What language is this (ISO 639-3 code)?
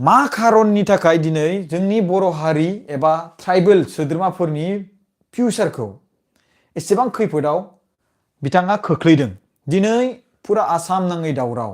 brx